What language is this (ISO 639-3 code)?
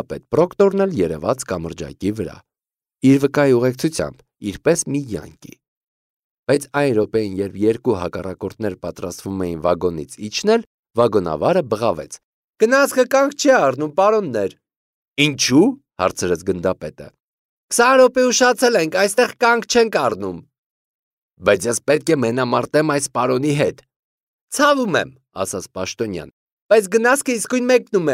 hye